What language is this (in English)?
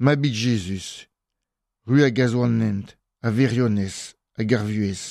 Breton